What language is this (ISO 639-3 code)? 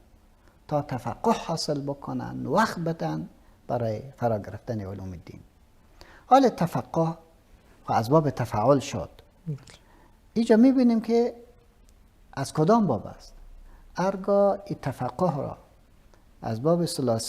fas